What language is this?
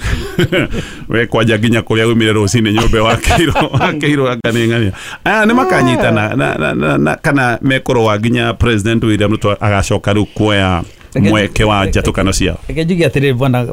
Kikuyu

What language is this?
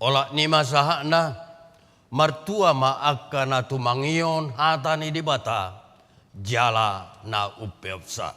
Batak Toba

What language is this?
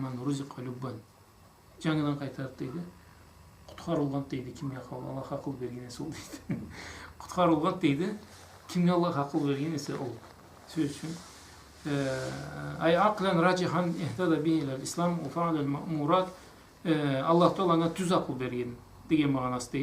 Karachay-Balkar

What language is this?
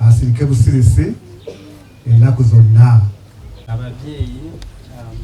Ganda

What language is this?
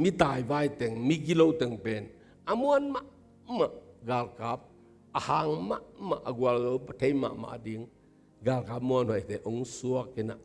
Tedim Chin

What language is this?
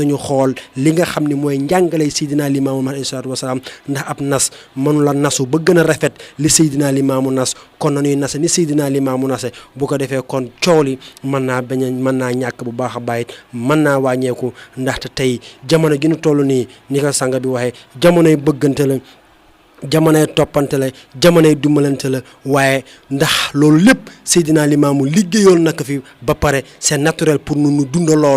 Wolof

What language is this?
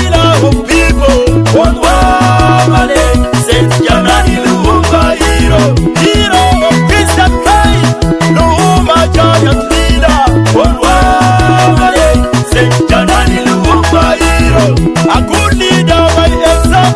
Acoli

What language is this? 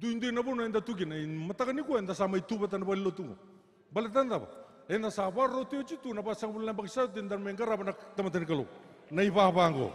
Fijian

